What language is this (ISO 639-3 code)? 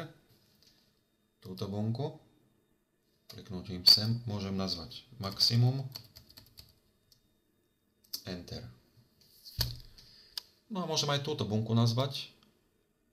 slk